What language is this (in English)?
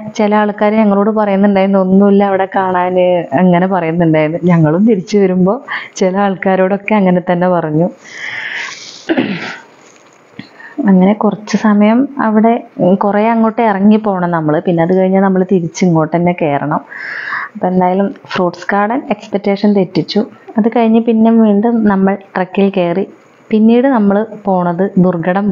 Malayalam